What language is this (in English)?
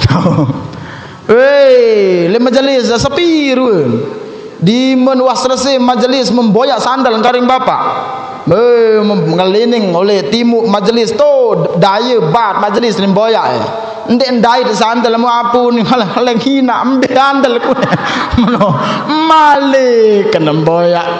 Sasak